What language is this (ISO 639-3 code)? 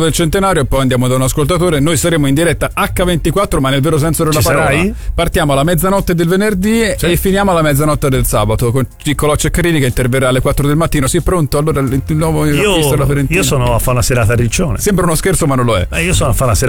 ita